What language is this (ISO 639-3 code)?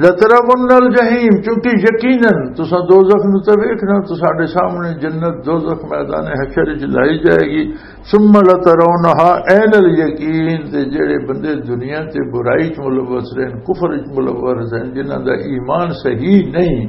lah